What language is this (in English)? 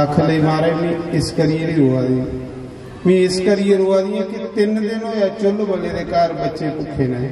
Dogri